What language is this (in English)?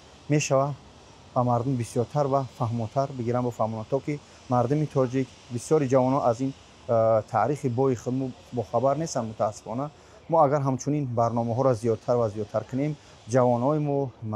Tajik